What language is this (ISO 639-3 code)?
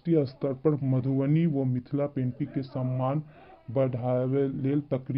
mai